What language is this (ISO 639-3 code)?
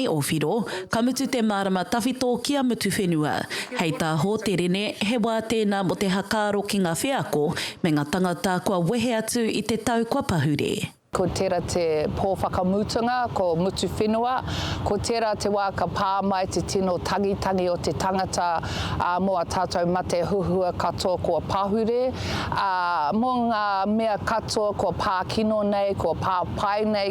mri